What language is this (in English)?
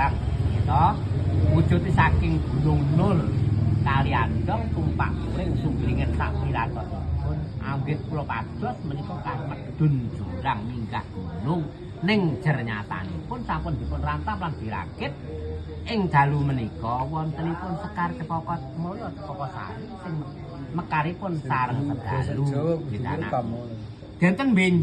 Javanese